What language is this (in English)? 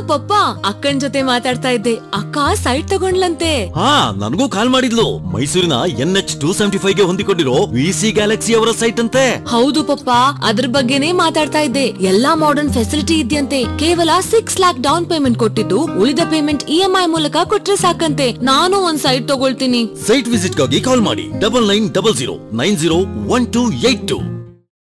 Kannada